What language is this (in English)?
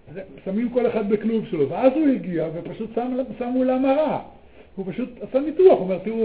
Hebrew